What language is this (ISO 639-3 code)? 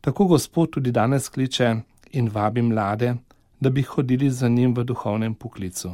slv